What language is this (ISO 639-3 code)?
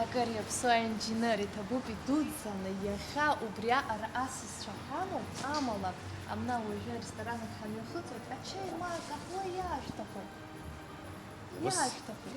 abk